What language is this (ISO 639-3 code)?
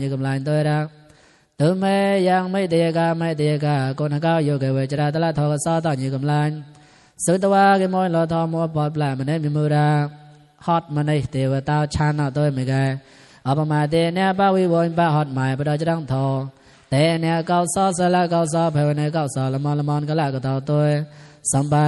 mnw